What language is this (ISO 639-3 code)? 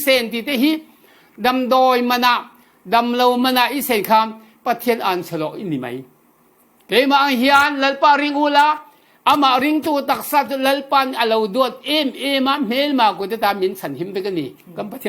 cfm